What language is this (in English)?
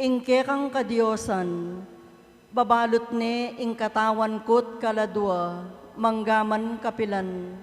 Pampanga